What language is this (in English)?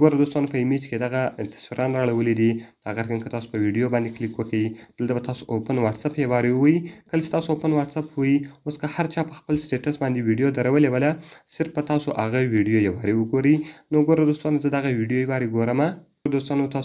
Pashto